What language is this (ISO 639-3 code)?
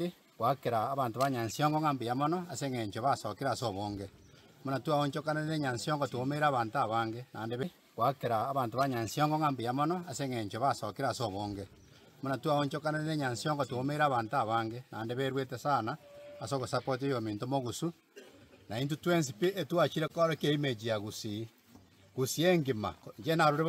guz